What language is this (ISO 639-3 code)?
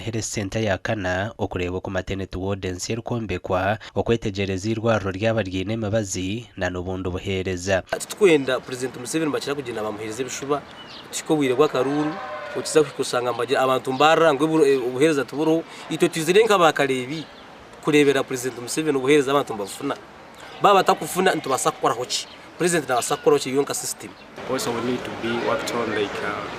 nyn